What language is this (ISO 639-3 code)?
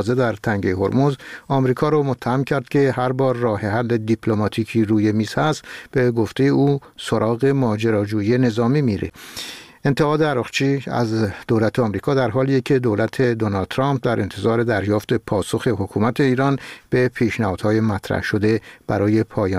fas